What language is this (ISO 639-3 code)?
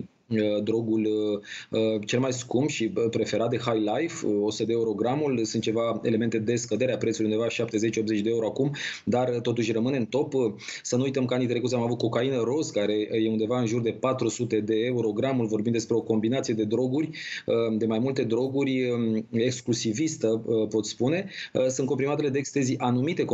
ron